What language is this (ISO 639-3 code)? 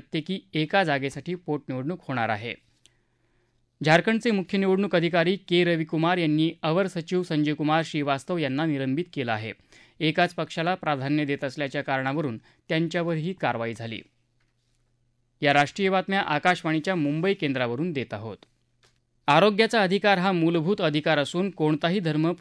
mar